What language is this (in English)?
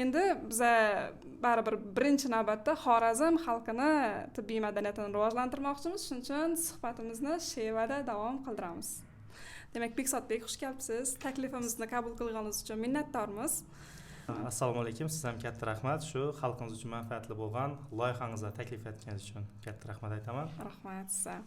Uzbek